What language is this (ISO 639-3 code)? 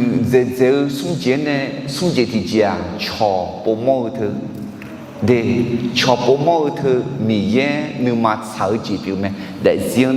ahk